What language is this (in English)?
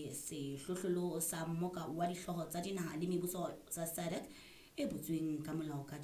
Southern Sotho